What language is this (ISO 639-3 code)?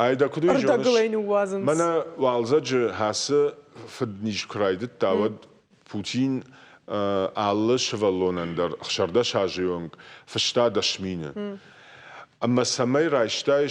oss